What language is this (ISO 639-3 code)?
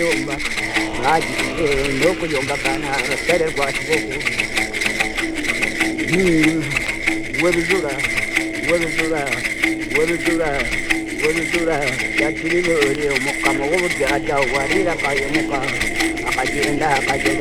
kin